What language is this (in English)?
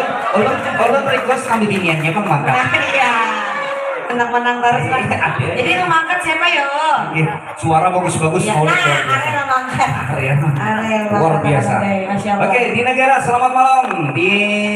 Banjar